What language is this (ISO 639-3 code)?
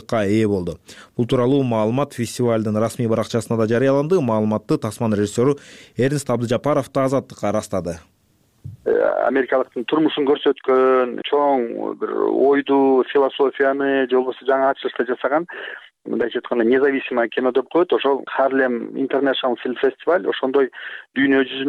kir